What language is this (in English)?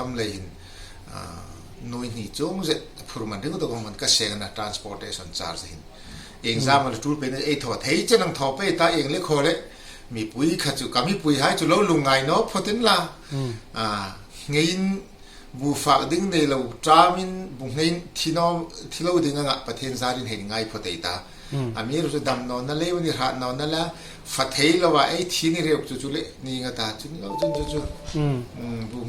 Hmar